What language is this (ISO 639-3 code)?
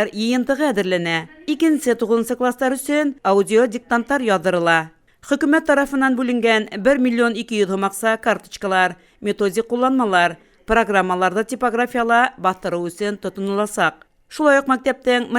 bak